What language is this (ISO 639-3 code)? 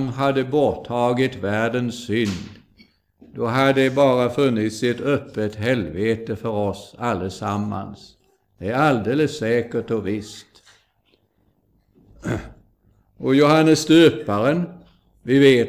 swe